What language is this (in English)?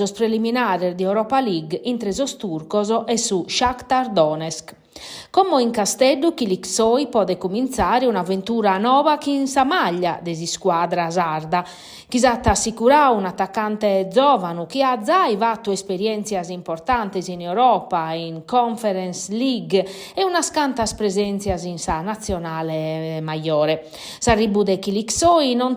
Sardinian